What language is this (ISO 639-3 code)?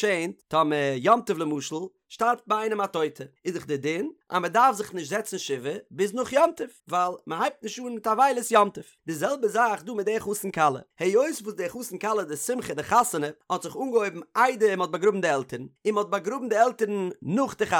yid